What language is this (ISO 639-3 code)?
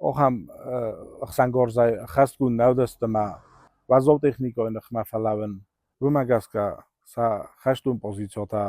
oss